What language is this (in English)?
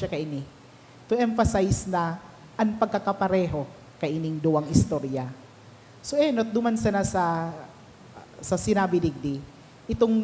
Bikol